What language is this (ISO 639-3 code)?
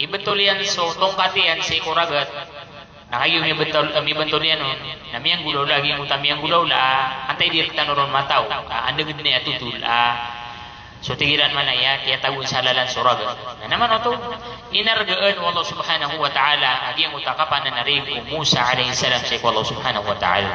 mrw